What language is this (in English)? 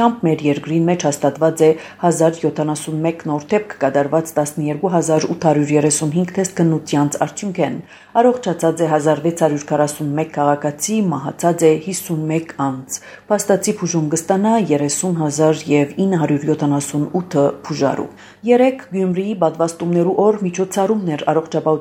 Armenian